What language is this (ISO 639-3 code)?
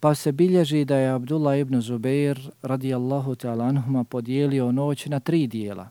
bos